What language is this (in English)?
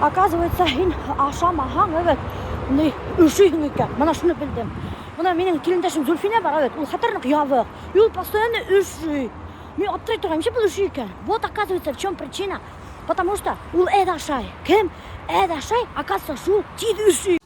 Bashkir